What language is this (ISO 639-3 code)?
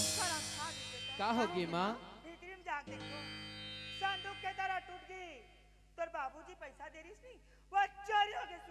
hne